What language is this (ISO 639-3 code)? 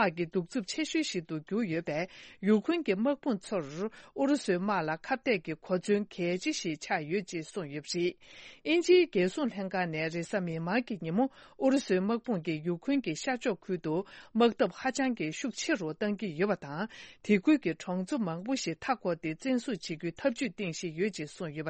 bod